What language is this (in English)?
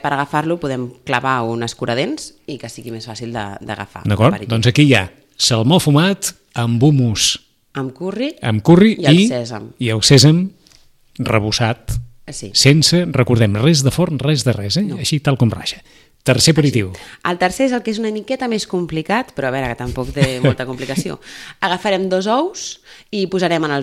Catalan